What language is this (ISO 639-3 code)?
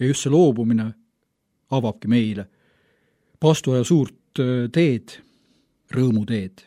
est